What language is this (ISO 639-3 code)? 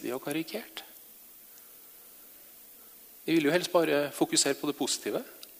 nor